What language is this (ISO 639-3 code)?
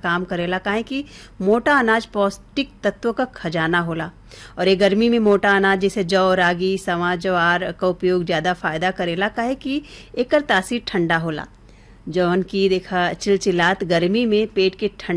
bho